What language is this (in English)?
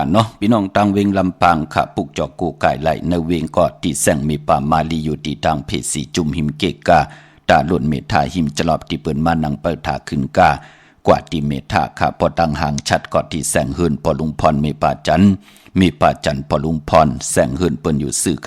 Shan